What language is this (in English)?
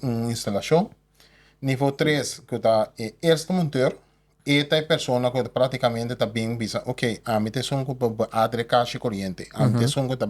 Papiamento